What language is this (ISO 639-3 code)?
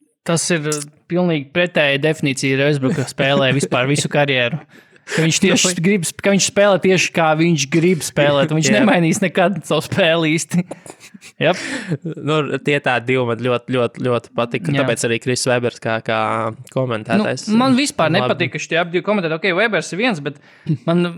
lav